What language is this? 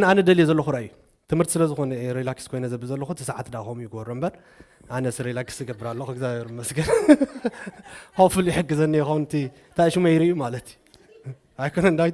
Tigrinya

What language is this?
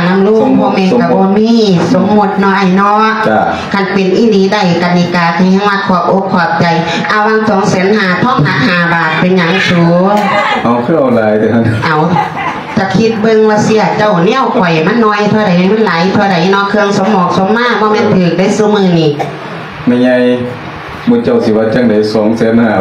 Lao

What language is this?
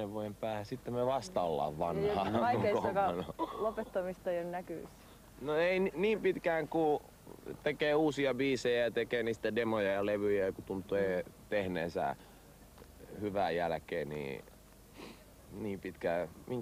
Finnish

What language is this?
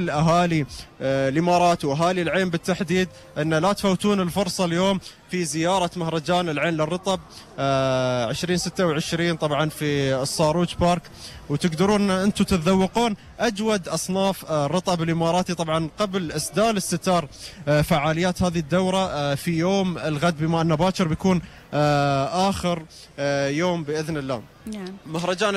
Gulf Arabic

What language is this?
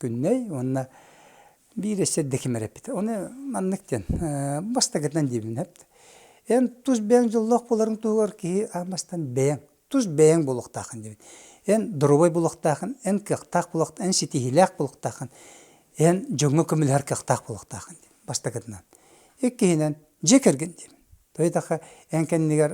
Yakut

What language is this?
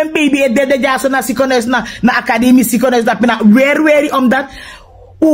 Sranan Tongo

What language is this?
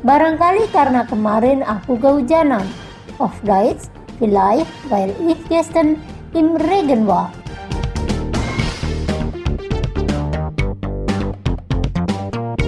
Indonesian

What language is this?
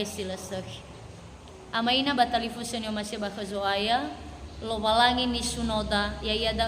Nias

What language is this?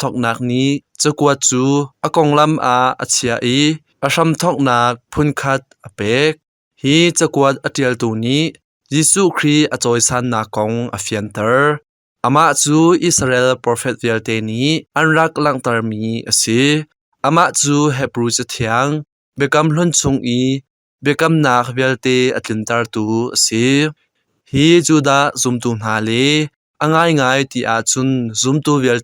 Hakha Chin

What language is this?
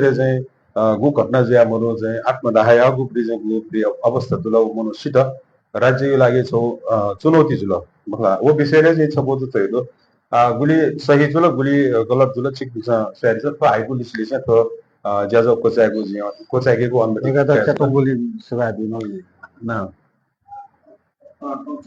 Newari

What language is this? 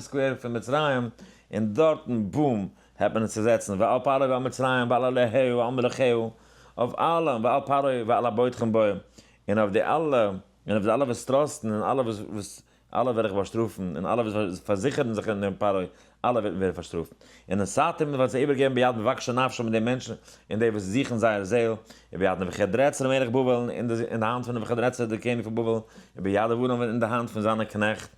Yiddish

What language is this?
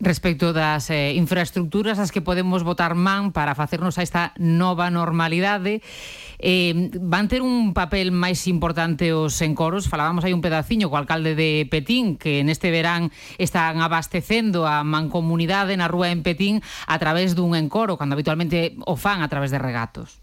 Galician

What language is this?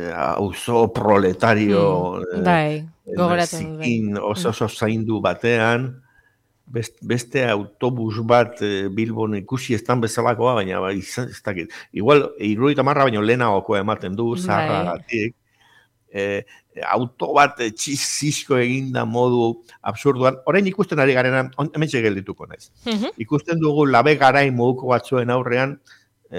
Basque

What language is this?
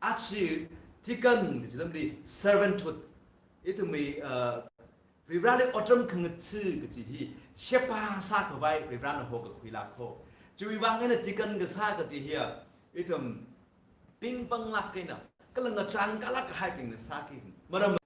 Tangkhul Naga (India)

